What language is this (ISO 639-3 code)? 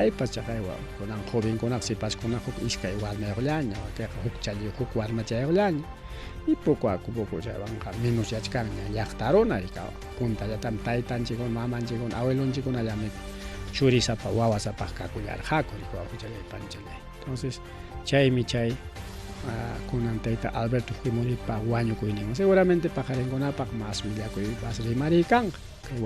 quy